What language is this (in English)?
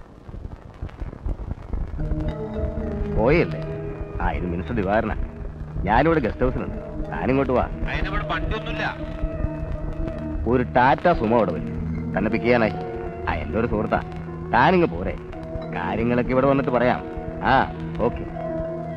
Malayalam